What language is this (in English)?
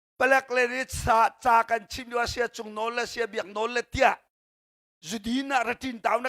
Hakha Chin